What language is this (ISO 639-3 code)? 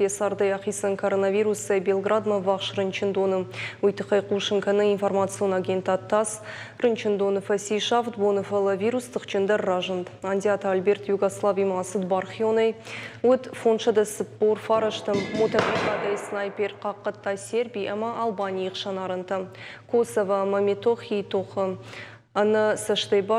oss